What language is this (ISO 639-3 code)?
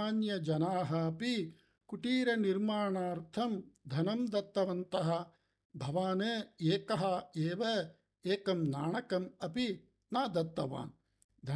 san